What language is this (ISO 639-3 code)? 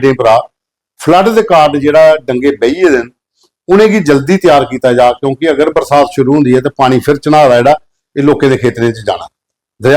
doi